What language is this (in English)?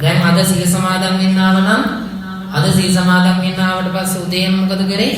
Sinhala